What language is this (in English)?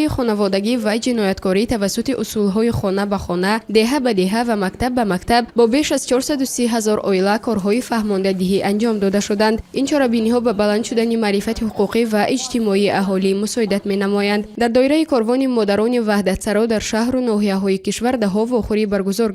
Tajik